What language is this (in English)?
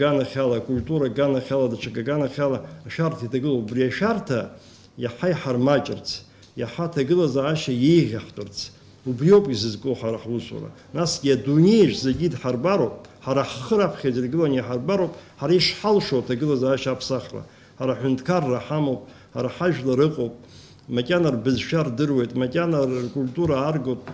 Abkhazian